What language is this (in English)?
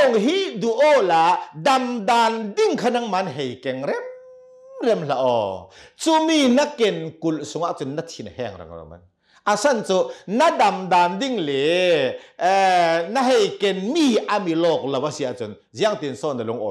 Hakha Chin